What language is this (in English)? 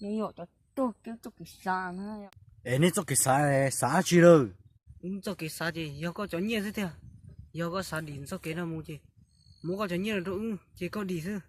Hmong